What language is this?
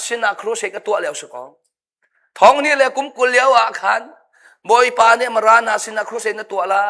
Hakha Chin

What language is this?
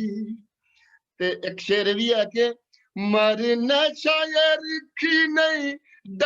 Dogri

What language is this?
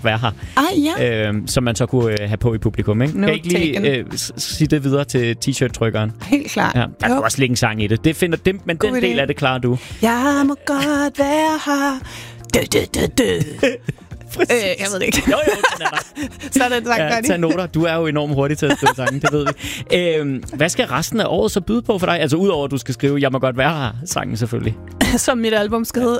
Danish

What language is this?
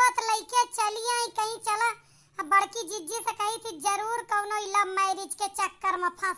Awadhi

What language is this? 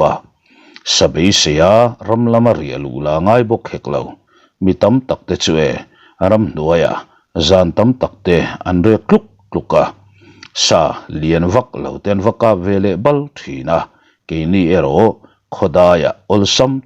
Mizo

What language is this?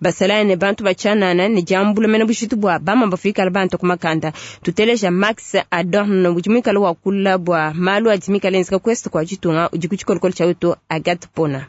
Luba-Lulua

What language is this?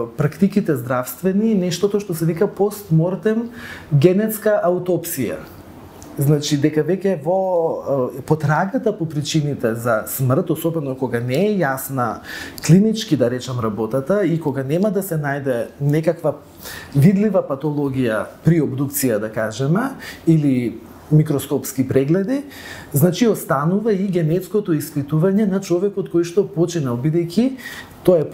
Macedonian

